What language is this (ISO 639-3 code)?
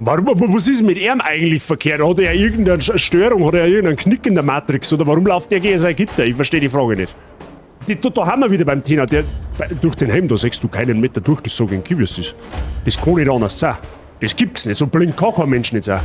bar